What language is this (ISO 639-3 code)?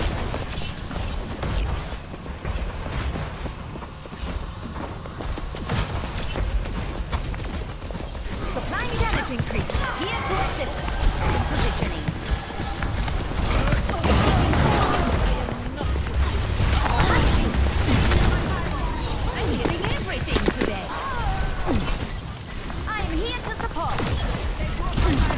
eng